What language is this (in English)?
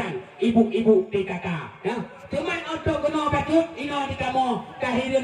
Achinese